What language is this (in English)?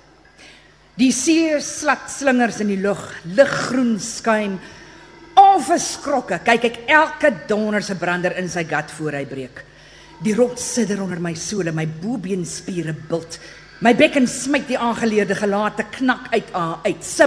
Afrikaans